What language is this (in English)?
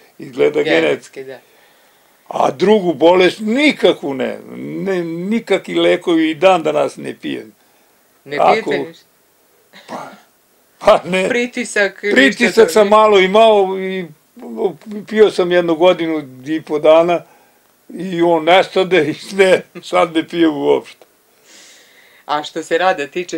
Serbian